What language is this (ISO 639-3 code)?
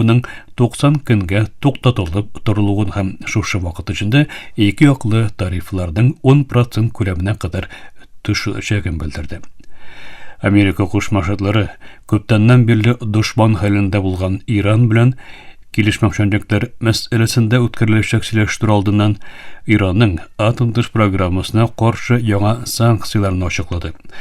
tat